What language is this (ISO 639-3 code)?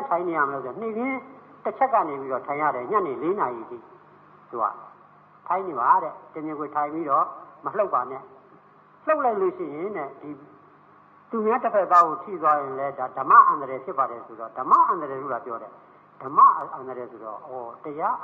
mya